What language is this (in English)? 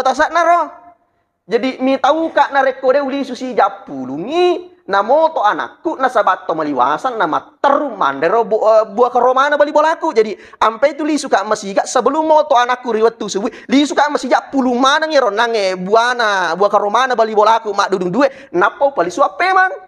Buginese